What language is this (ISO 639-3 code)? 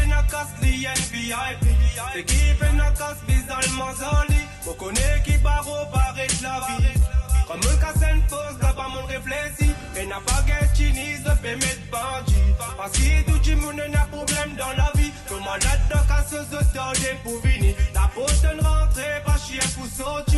mfe